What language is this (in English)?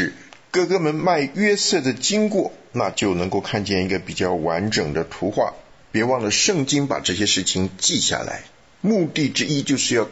Chinese